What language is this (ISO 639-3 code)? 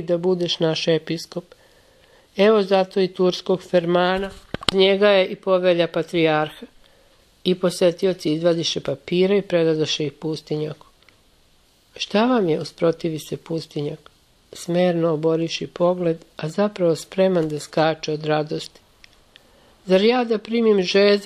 srp